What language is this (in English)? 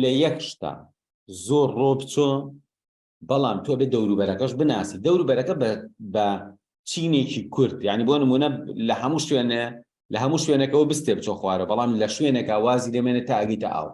Central Kurdish